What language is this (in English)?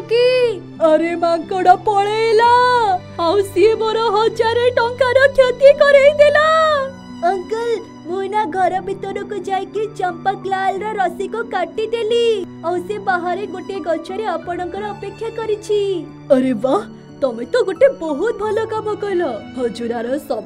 Odia